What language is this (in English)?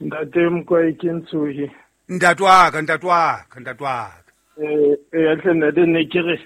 Southern Sotho